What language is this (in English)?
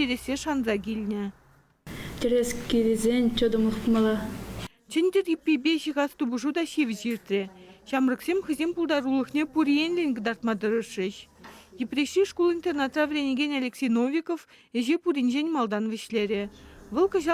Chuvash